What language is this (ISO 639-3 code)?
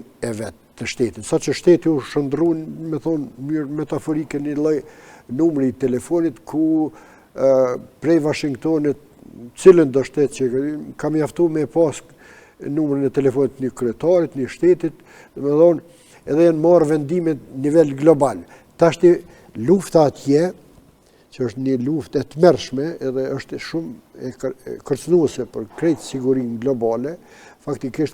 sqi